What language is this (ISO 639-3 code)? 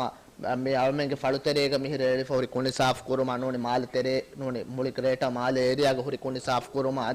div